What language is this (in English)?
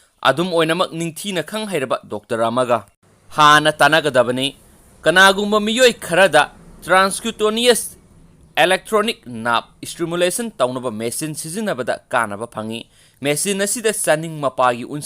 Manipuri